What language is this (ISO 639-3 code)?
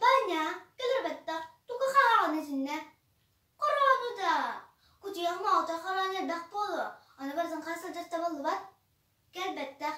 sah